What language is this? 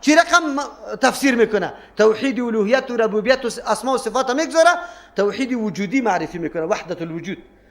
Persian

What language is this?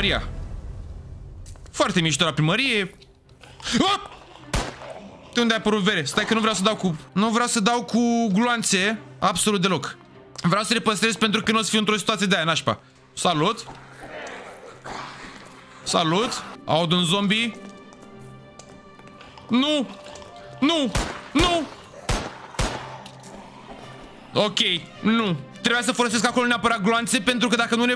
Romanian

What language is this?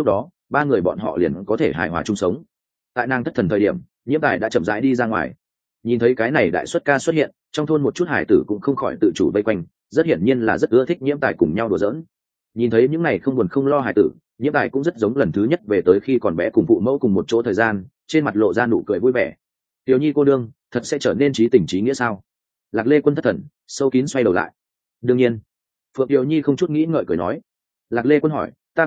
Vietnamese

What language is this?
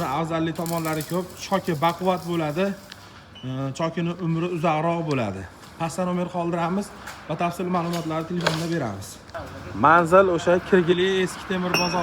Uzbek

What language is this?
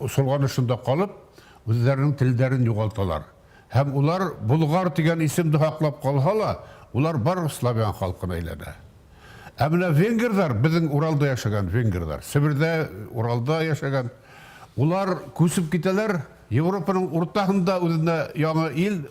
Bashkir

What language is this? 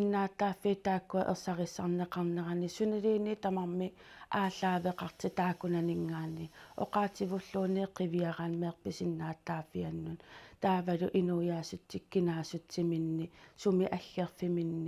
Kalaallisut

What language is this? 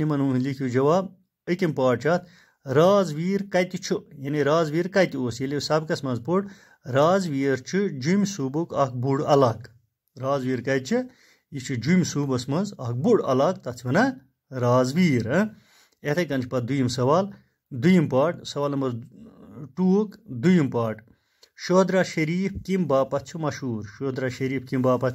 Kashmiri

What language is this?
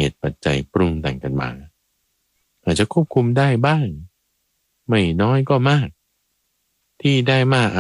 Thai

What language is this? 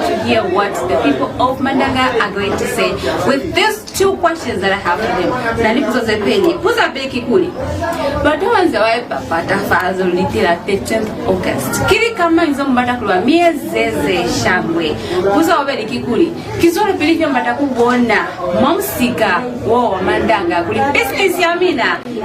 Lozi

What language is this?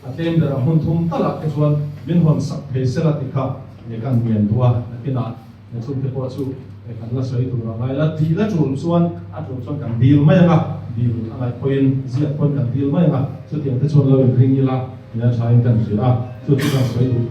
Mizo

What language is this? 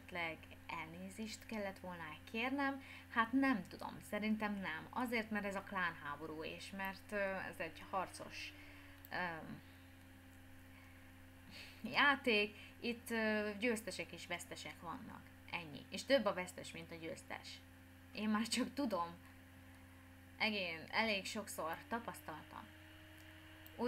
Hungarian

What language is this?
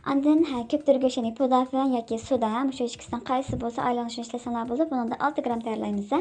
Uyghur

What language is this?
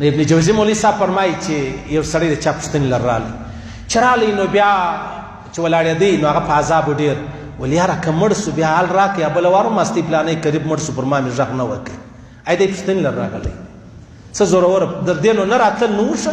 Pashto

